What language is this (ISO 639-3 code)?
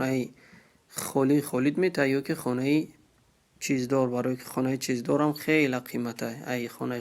tgk